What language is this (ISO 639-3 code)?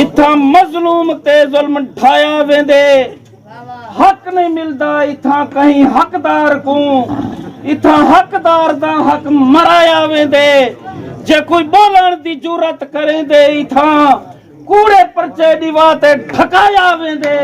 skr